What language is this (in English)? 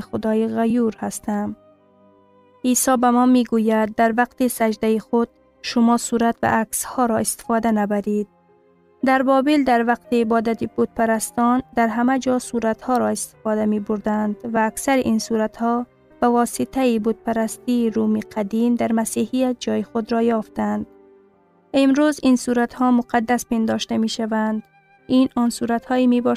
Persian